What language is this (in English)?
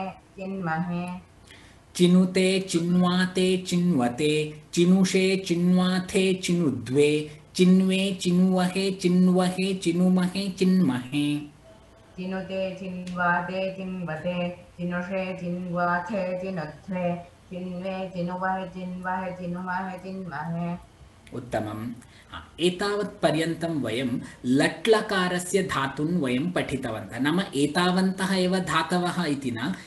Sanskrit